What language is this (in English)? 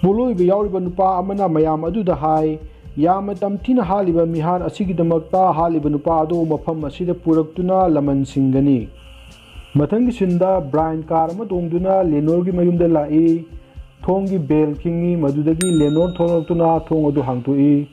Manipuri